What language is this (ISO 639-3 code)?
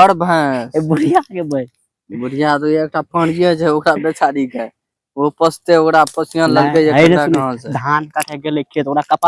mai